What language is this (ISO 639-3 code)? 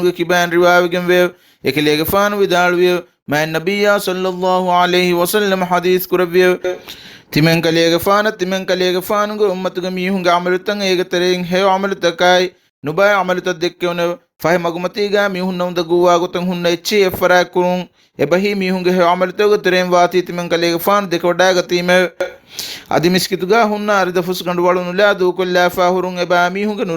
div